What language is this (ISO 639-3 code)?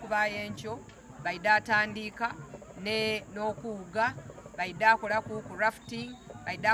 xog